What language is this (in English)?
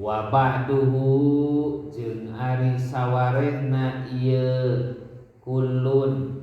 Sundanese